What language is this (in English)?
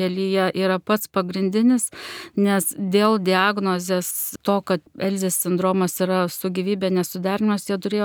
Lithuanian